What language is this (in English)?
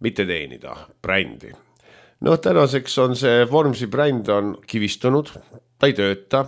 Estonian